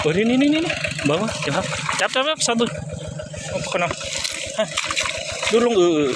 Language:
Northeastern Thai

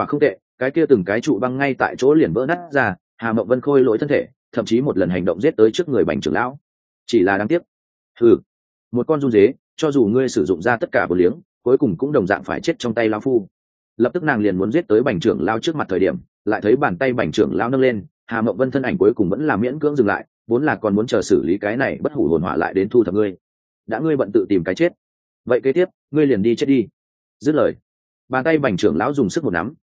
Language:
Vietnamese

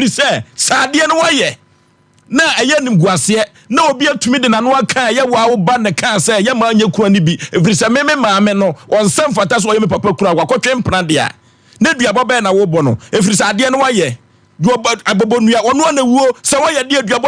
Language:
Akan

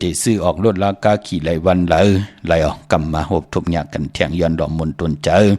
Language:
Shan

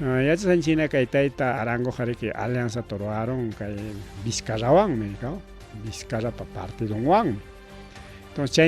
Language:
Ayacucho Quechua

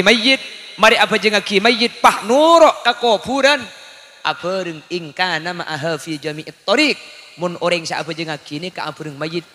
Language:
Madurese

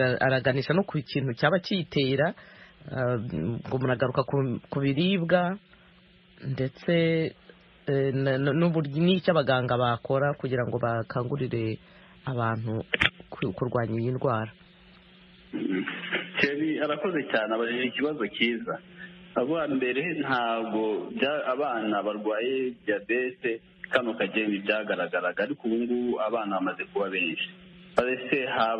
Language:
Kinyarwanda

